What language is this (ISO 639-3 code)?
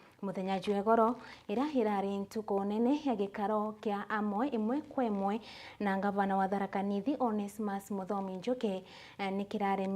mer